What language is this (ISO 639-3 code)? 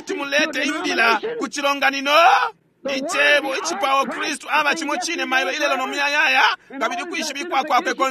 bem